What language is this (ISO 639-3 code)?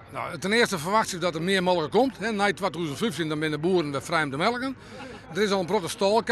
fry